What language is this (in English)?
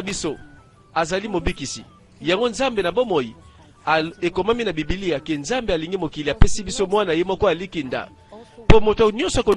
Lingala